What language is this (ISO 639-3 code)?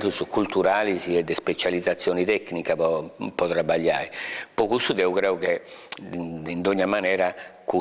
srd